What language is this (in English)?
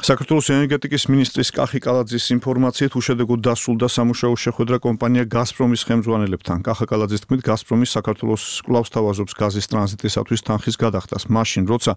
Georgian